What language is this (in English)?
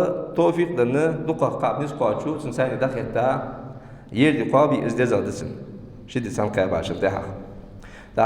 Ingush